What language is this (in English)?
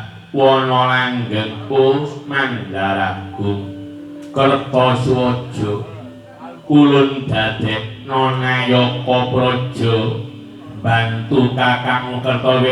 Javanese